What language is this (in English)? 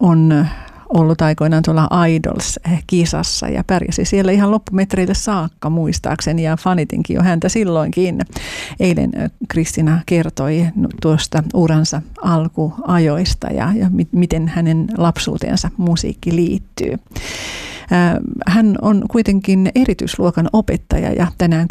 Finnish